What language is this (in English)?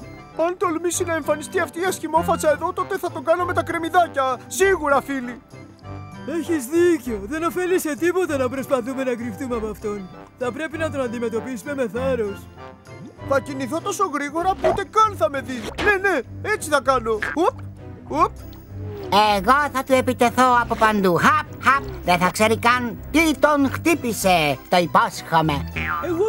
Greek